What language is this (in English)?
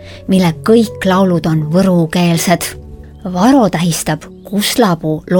Estonian